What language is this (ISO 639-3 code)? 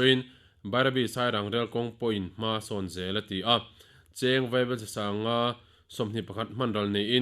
lus